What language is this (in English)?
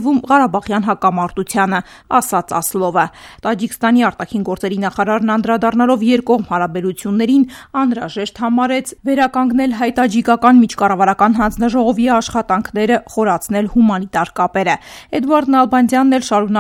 Armenian